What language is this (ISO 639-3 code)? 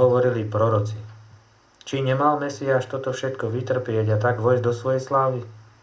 slk